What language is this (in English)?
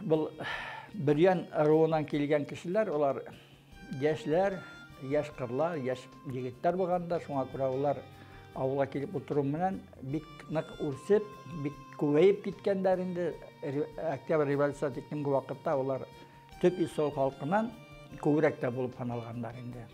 Bashkir